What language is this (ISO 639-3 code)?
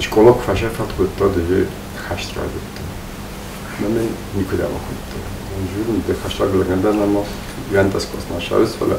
oss